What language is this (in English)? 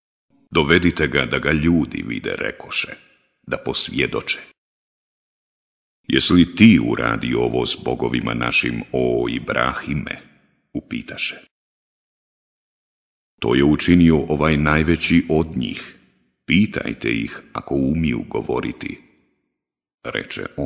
Bosnian